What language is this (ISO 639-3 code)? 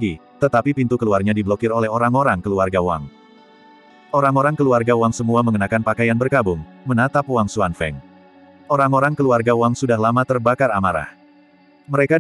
ind